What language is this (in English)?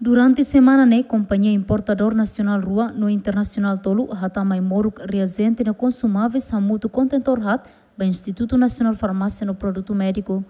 Tetum